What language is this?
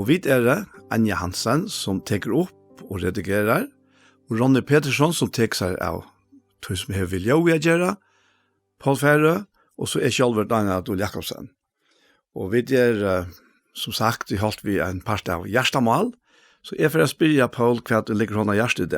Faroese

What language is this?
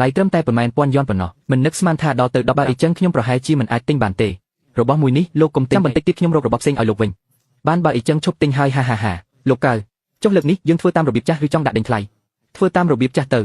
Khmer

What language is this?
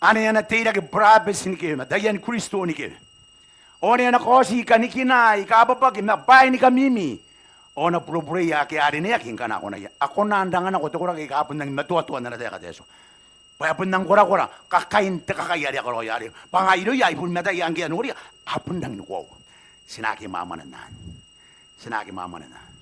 Gilbertese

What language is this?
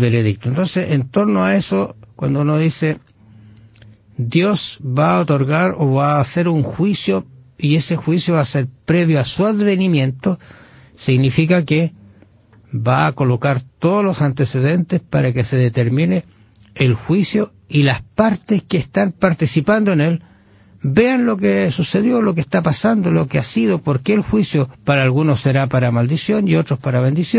Spanish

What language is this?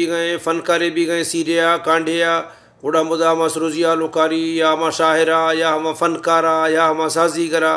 Baluchi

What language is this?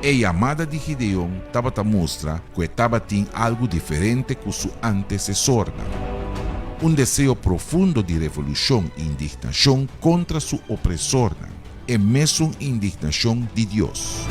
Papiamento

